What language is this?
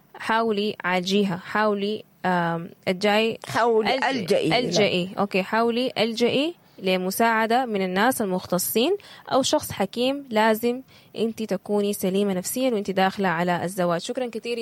Sudanese Arabic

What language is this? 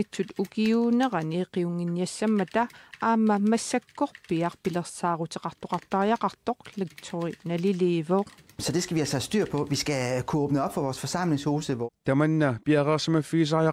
Kalaallisut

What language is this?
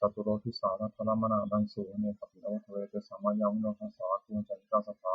Pali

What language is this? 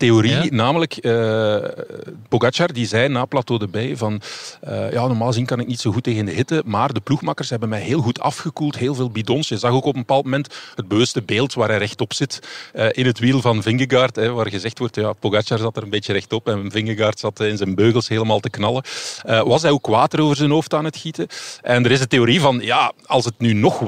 Dutch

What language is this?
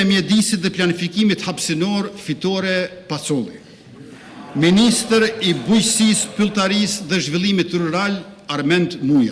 Albanian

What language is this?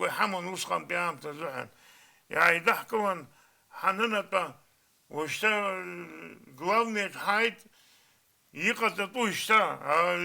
Abkhazian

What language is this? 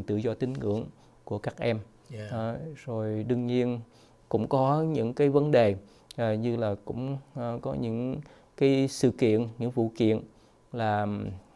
Vietnamese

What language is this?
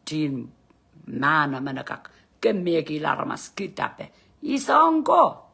Pohnpeian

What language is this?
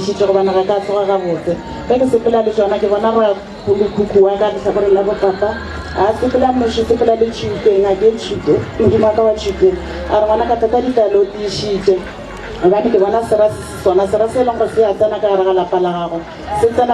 Northern Sotho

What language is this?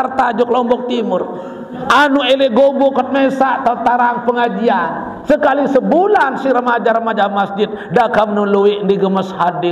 Sasak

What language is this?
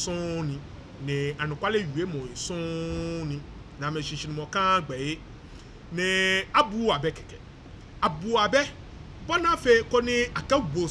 Ga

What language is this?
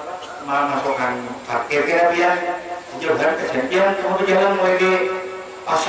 Banjar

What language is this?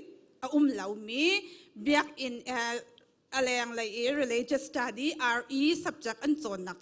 Hakha Chin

